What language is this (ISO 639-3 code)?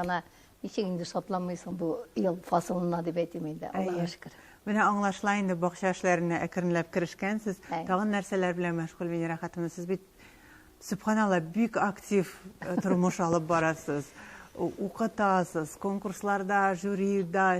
tat